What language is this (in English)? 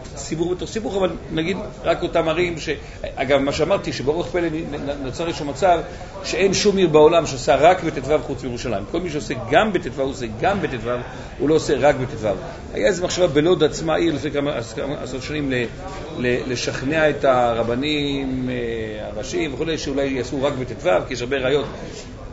Hebrew